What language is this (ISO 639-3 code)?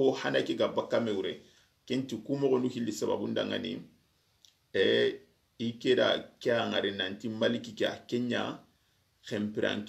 snk